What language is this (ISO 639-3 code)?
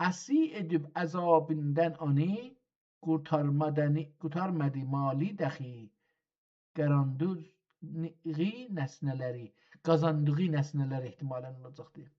azb